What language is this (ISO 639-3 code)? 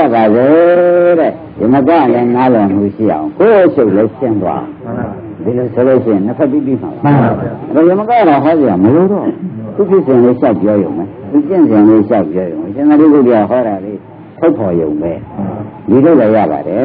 mya